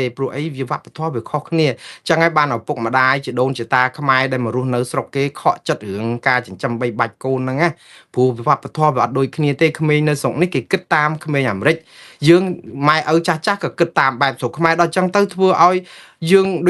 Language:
Khmer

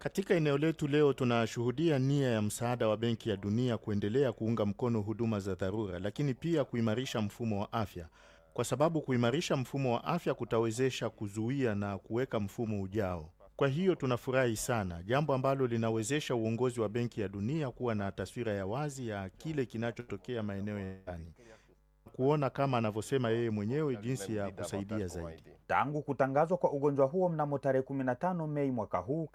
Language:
Swahili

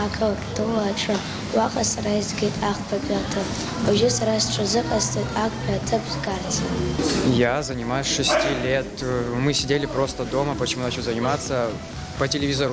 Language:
Abkhazian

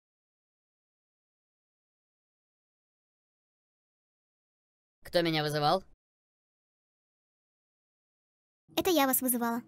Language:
Russian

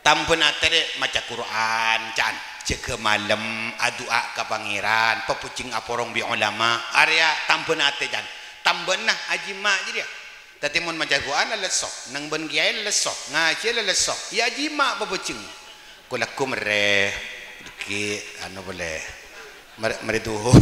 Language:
Madurese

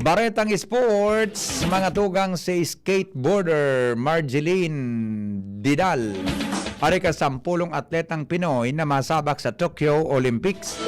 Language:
Bikol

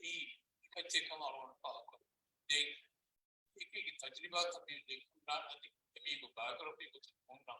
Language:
Divehi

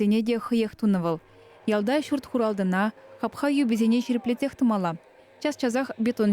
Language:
Chuvash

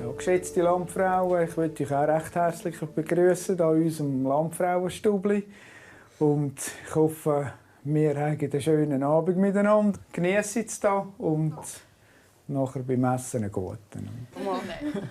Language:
Swiss German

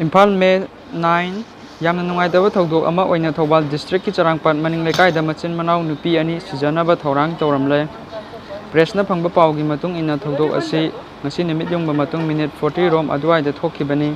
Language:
Manipuri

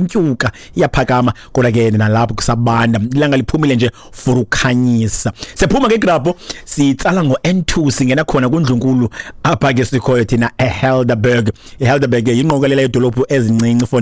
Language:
Xhosa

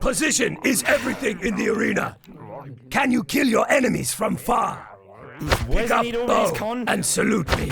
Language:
Bavarian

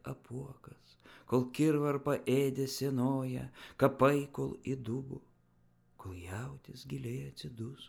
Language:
Lithuanian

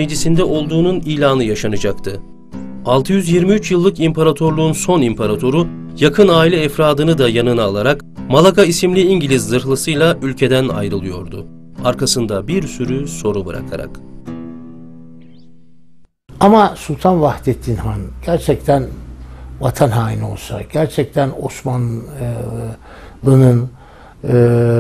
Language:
Turkish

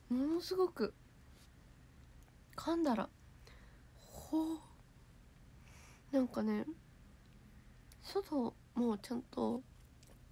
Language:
Japanese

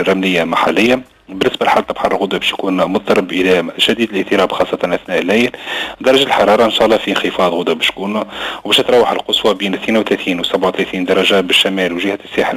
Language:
Tunisian Arabic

